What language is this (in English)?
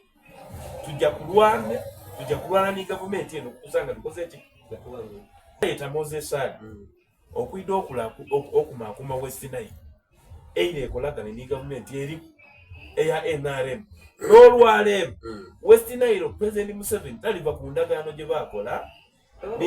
Soga